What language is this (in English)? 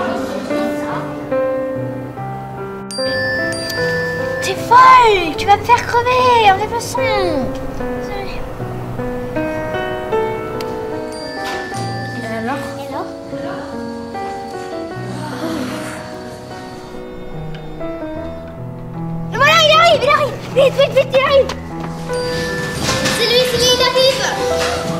French